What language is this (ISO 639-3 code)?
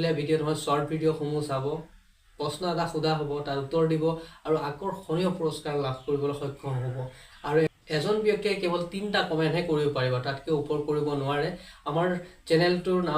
asm